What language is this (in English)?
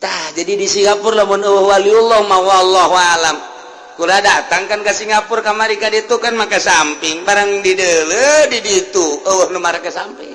Sundanese